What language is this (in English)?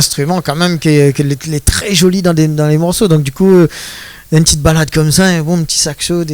Réunion Creole French